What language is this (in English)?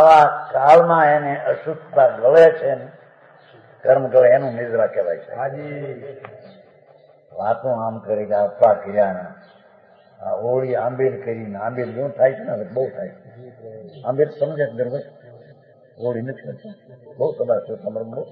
Gujarati